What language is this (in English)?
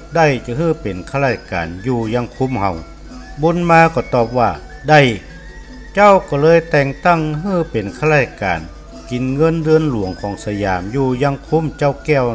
Northern Thai